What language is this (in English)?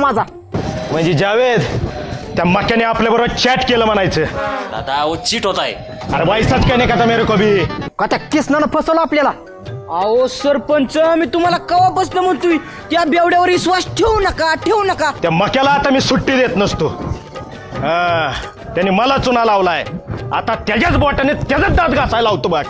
Marathi